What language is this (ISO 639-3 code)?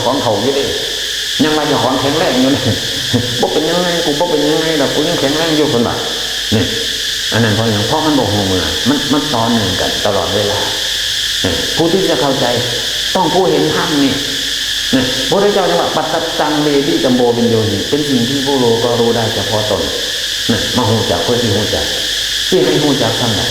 tts